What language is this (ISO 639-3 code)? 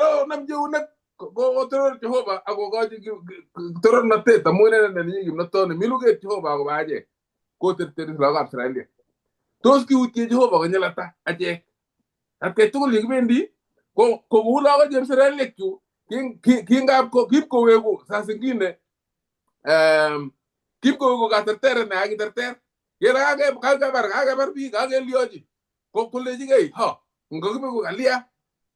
kln